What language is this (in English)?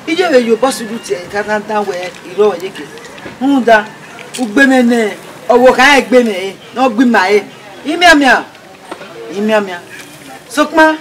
Bini